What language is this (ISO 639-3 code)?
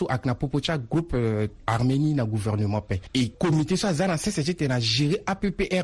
sag